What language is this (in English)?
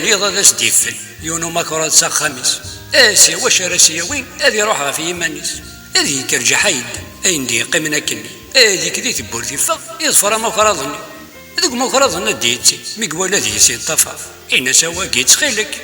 Kabyle